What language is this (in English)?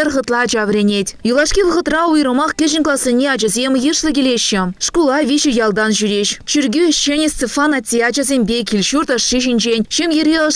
Chuvash